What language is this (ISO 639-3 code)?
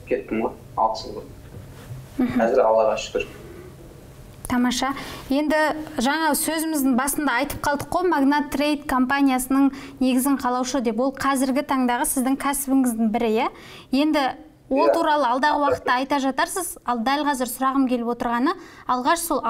kaz